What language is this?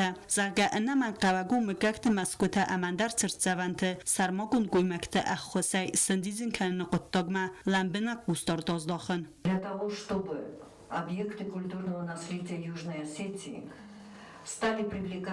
Ossetic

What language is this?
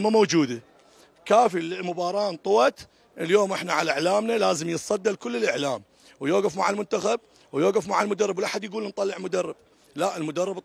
Mesopotamian Arabic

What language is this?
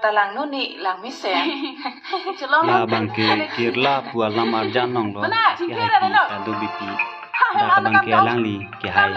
Karbi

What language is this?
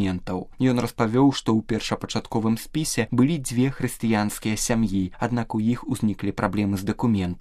Belarusian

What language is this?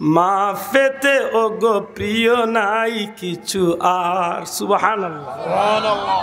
Sylheti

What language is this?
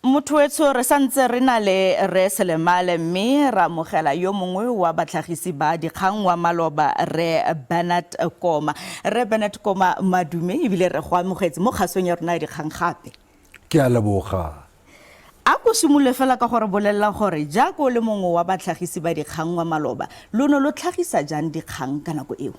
Tswana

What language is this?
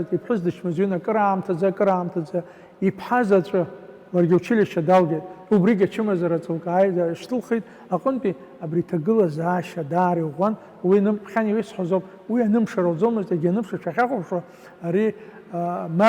Abkhazian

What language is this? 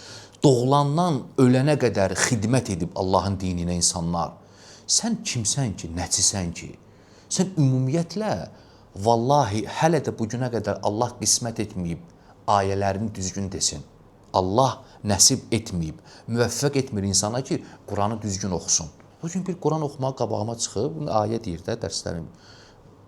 Azerbaijani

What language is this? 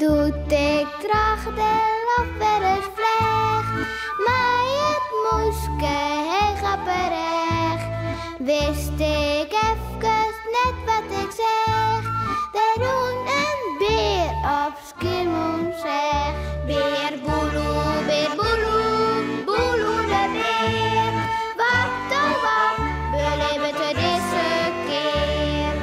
Western Frisian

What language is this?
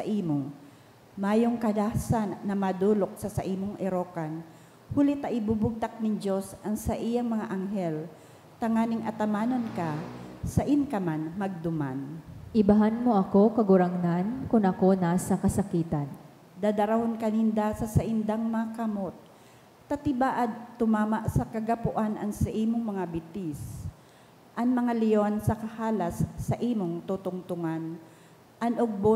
Bikol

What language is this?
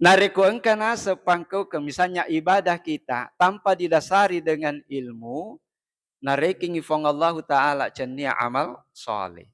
Buginese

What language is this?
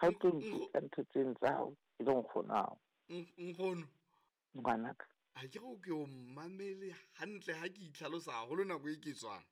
Southern Sotho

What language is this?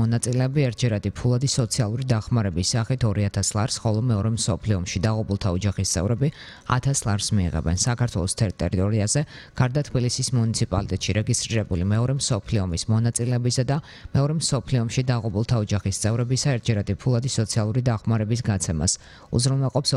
Georgian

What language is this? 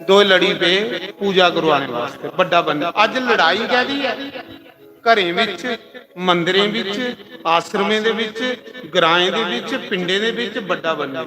Dogri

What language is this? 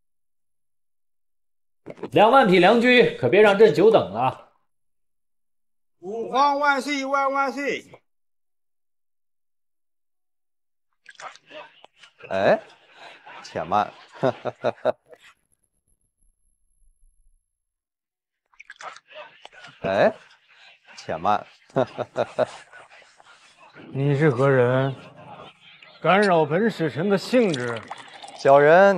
Chinese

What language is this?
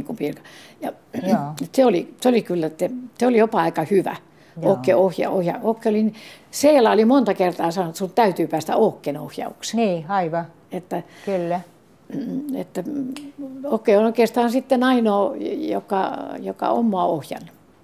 Finnish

